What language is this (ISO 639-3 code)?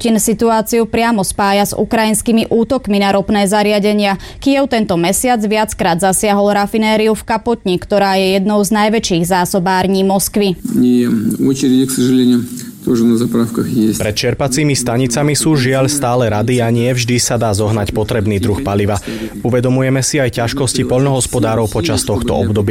slk